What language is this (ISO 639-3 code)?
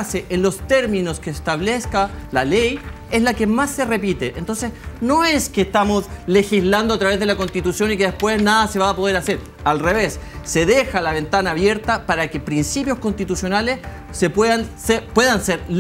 spa